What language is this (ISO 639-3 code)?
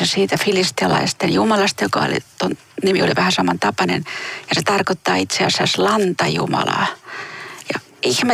fin